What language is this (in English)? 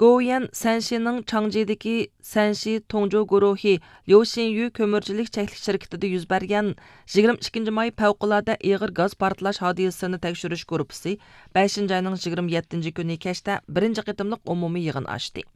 Uyghur